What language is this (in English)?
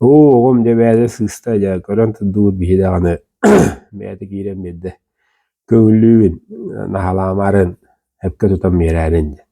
Yakut